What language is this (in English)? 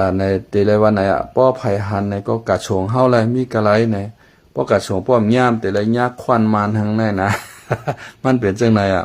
Shan